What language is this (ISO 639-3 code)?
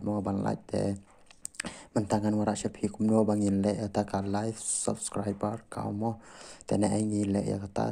kha